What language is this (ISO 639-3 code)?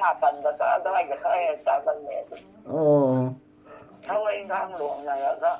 mni